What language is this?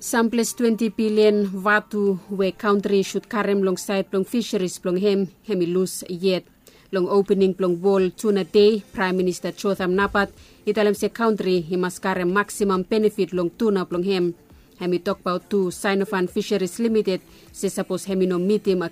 Bislama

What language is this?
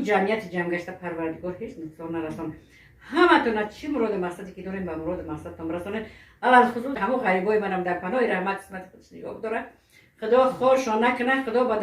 Tajik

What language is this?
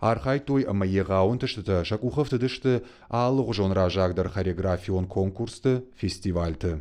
Ossetic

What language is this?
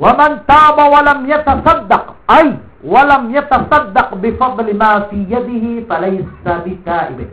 Maranao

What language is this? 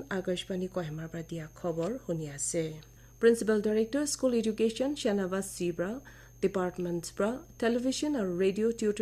Naga Pidgin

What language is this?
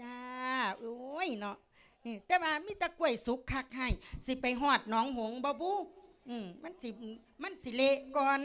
Lao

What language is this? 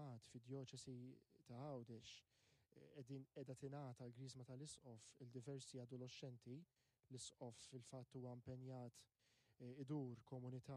Maltese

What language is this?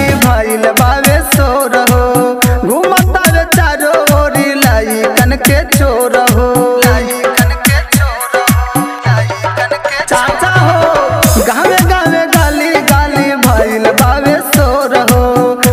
Bhojpuri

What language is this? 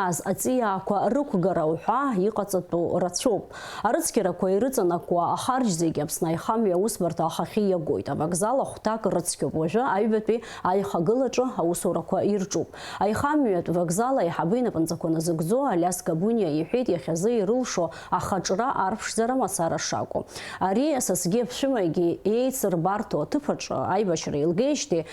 Abkhazian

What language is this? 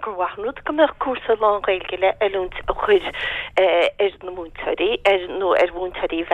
Irish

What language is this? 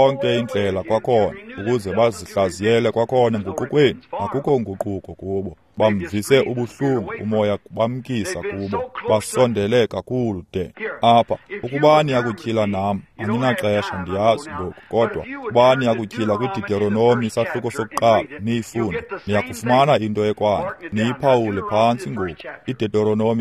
Xhosa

